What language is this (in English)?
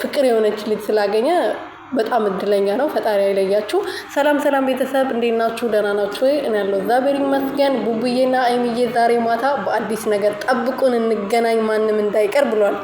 Amharic